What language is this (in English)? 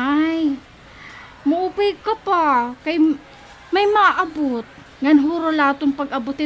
Waray